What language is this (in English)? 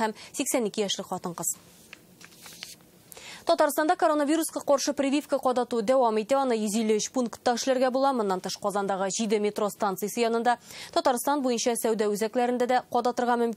Tatar